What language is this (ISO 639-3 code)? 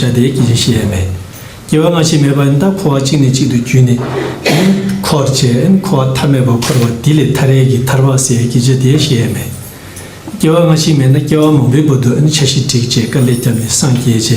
bod